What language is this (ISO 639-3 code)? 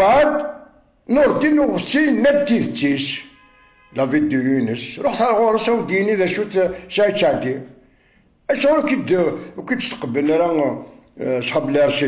kab